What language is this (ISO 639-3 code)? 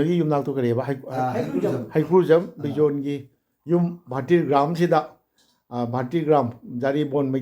mni